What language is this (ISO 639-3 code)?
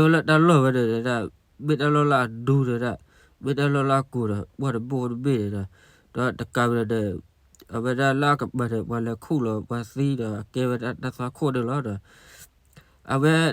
ksw